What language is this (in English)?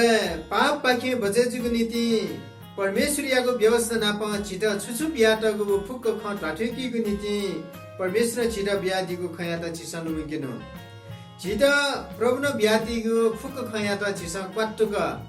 Newari